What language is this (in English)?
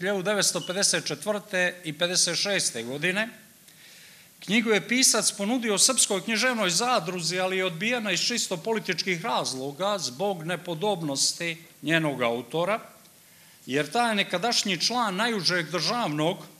Serbian